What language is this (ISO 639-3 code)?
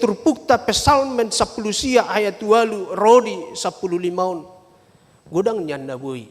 bbc